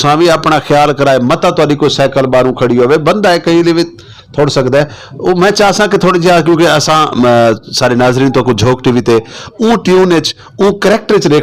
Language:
Saraiki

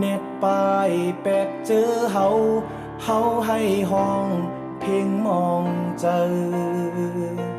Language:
Shan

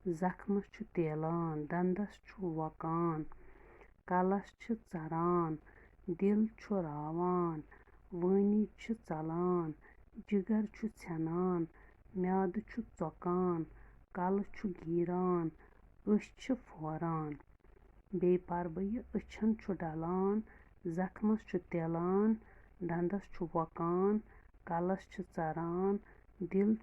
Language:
Kashmiri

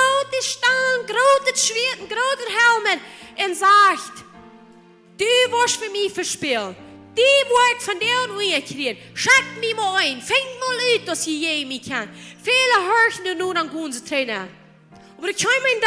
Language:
Plautdietsch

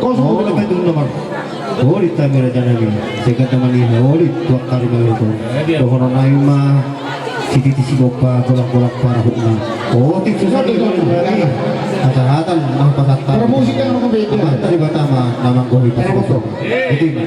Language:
Batak Toba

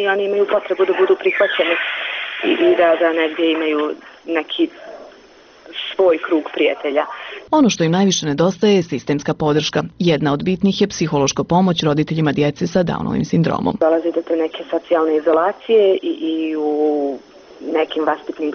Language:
Bosnian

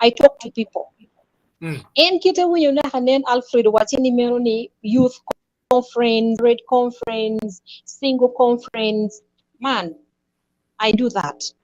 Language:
Acoli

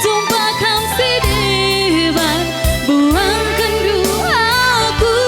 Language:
Batak Karo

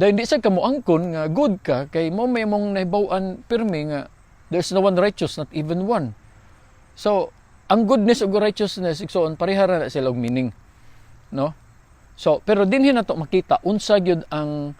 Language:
Cebuano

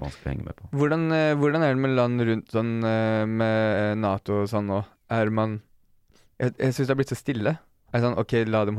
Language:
Norwegian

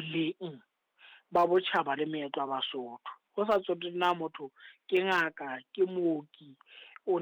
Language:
Southern Sotho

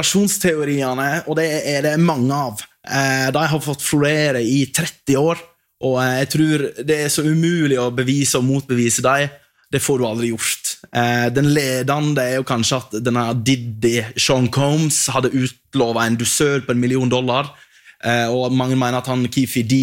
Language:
Norwegian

